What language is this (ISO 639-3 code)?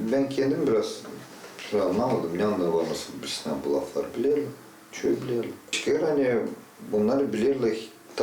gag